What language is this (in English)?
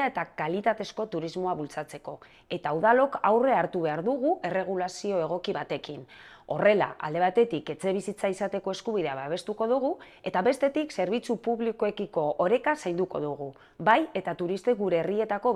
Basque